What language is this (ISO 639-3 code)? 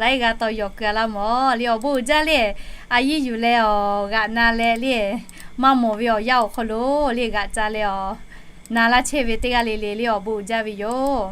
lhu